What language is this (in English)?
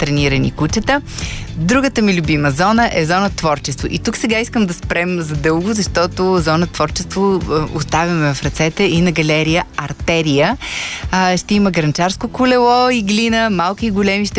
Bulgarian